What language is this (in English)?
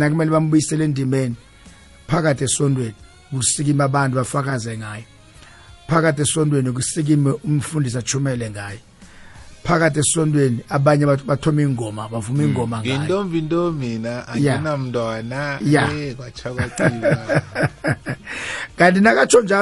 South Ndebele